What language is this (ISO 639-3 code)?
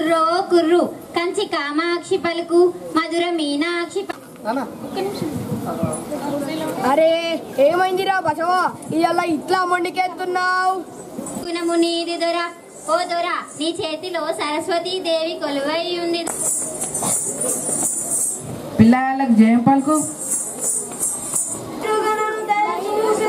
tel